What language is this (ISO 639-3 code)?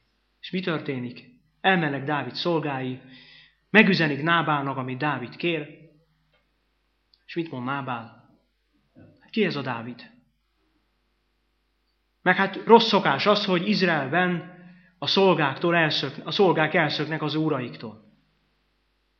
hun